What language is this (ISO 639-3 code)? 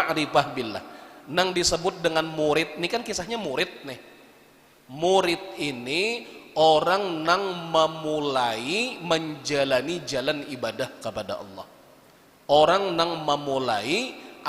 bjn